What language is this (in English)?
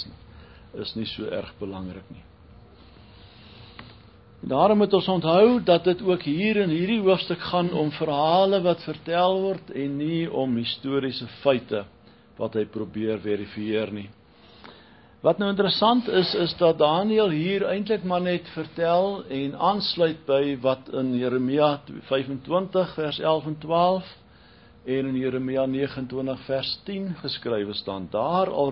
Afrikaans